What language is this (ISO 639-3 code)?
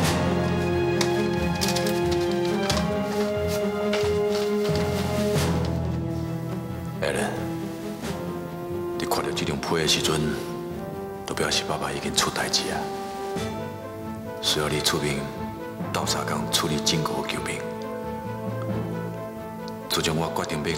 nan